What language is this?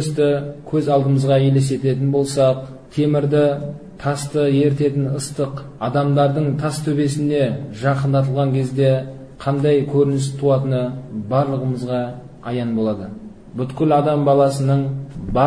Kazakh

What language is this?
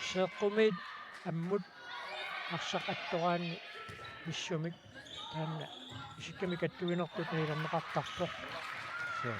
Kalaallisut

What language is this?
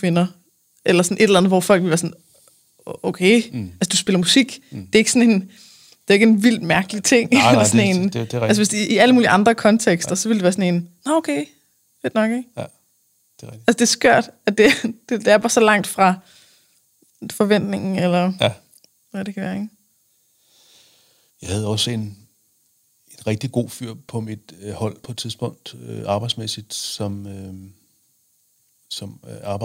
Danish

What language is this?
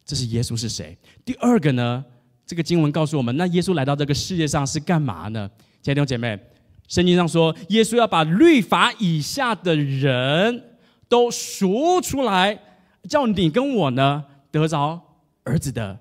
Chinese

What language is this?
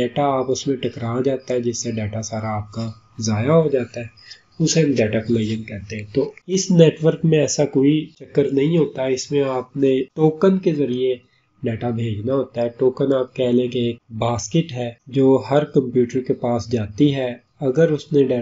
Urdu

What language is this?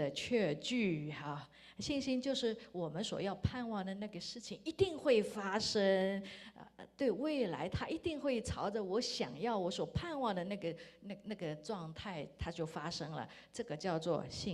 Chinese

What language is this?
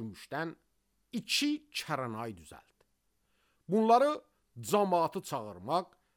Azerbaijani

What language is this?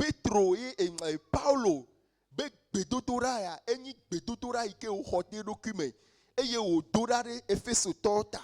Ewe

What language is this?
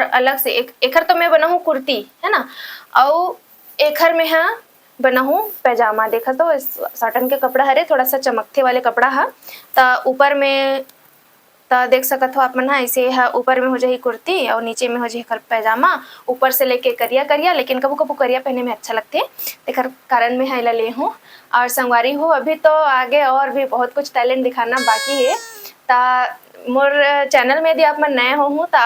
Chhattisgarhi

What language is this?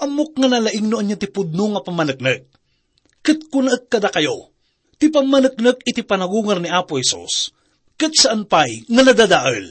Iloko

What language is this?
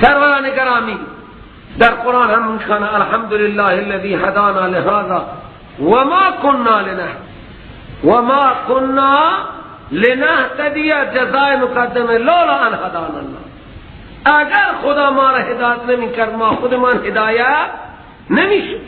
Persian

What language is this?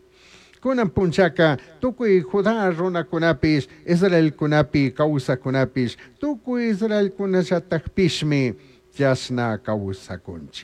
Chimborazo Highland Quichua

